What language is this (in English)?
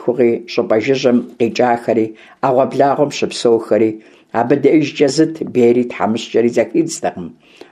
Kabardian